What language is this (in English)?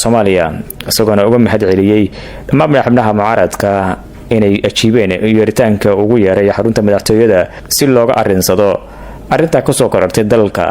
Somali